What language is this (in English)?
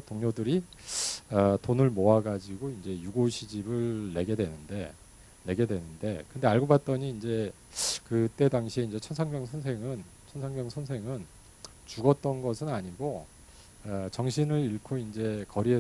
Korean